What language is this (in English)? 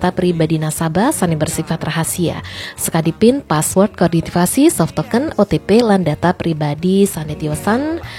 Balinese